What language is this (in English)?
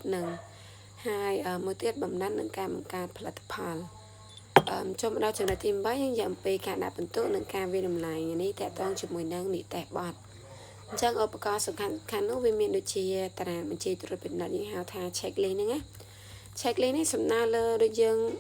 Khmer